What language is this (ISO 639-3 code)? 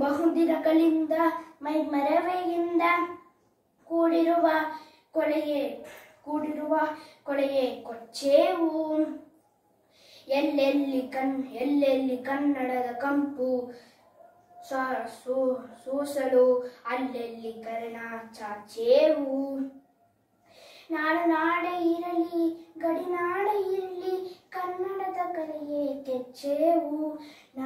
kan